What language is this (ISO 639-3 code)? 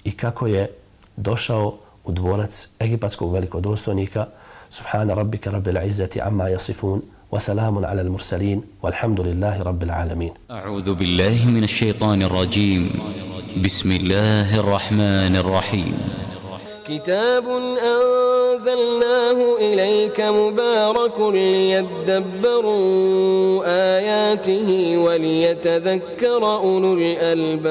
bos